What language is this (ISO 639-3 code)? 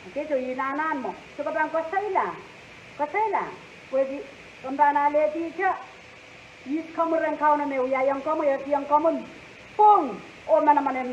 pon